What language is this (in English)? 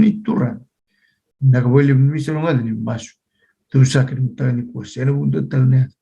Fijian